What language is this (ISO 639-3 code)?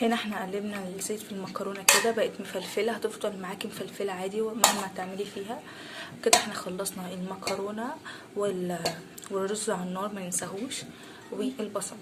arz